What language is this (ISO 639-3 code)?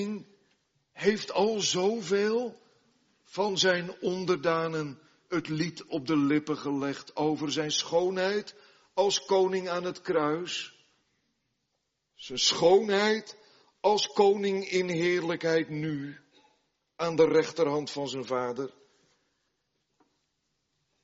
nld